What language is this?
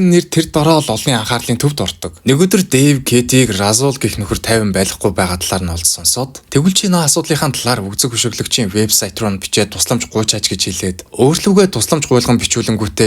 Mongolian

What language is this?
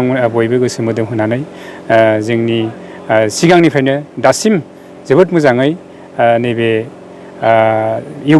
Bodo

